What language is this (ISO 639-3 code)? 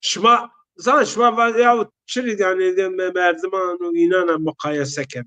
zza